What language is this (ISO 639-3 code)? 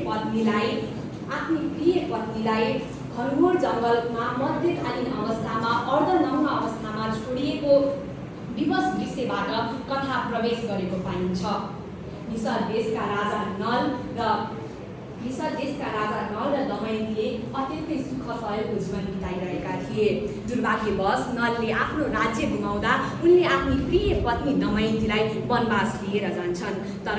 nep